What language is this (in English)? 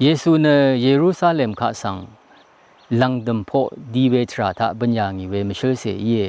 Rawang